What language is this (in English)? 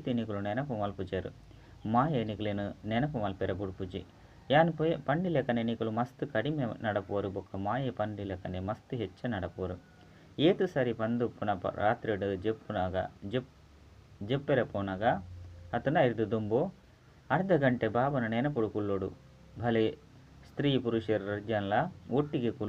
Tulu